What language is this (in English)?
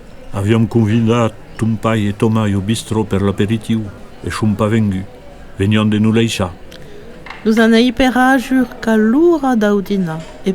Occitan